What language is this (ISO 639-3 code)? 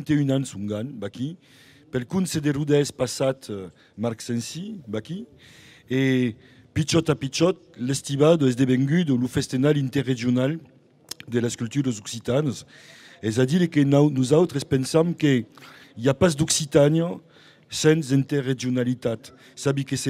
oci